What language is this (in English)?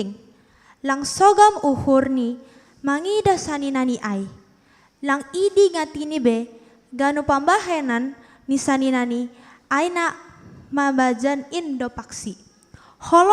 Batak Simalungun